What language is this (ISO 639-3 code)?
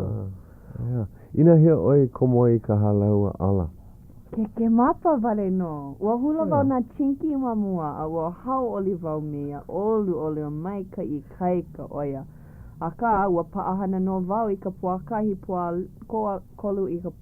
haw